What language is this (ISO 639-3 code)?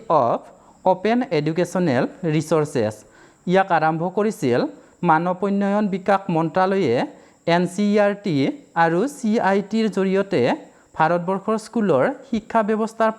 asm